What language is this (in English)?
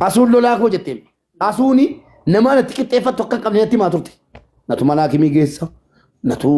Oromo